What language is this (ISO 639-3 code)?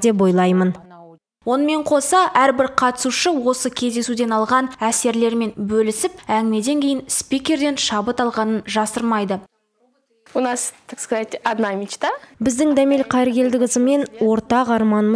kaz